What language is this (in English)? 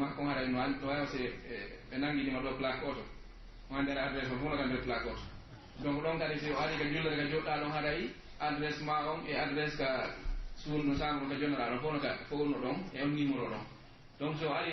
Pular